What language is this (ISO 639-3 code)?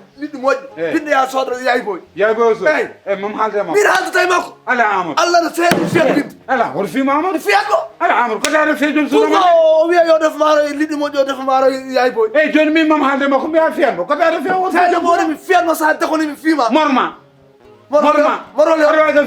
ful